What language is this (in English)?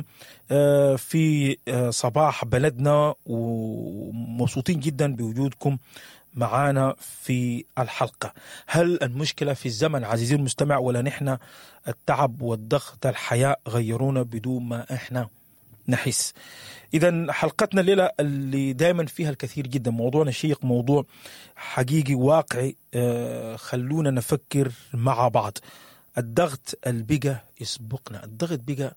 Sudanese Arabic